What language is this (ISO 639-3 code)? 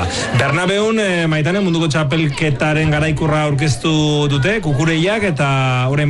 eus